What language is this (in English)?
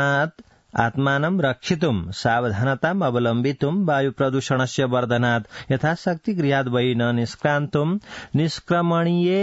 Sanskrit